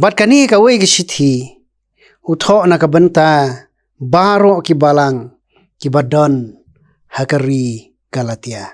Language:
Khasi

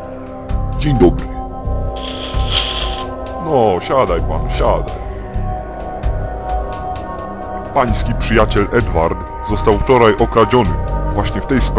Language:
Polish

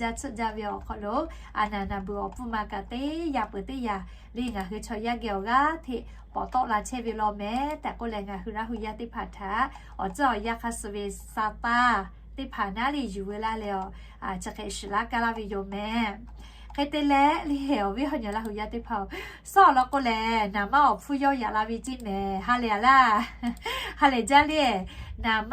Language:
Lahu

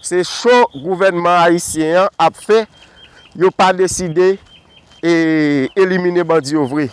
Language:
Haitian Creole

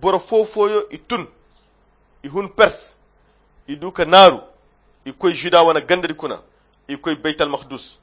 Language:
Koyra Chiini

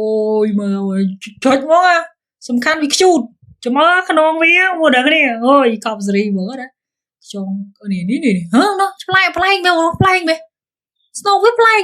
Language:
Khmer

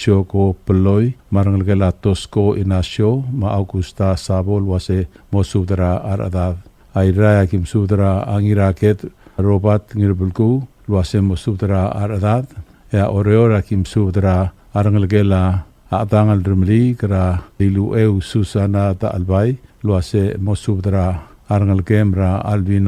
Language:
Palauan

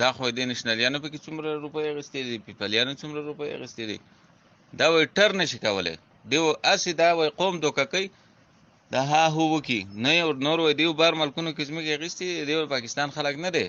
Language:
Pashto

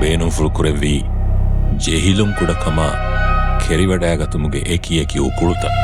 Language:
Divehi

